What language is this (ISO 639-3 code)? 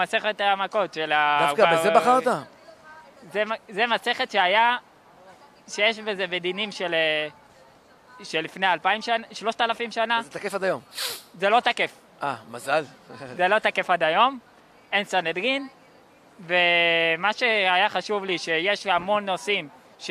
heb